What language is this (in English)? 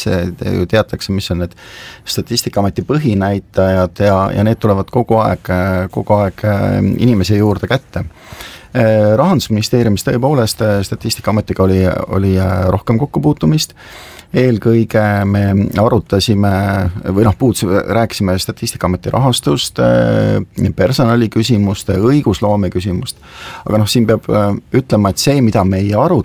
Estonian